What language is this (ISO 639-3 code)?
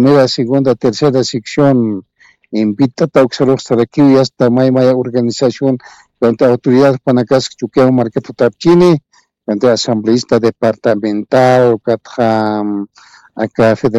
aym